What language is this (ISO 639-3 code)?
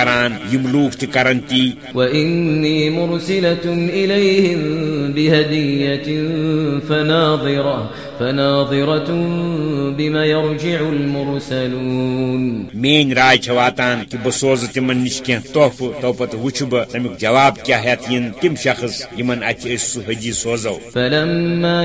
kas